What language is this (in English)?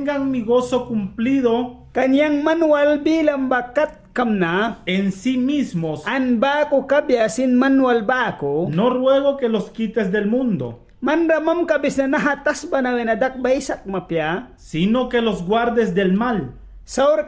Mískito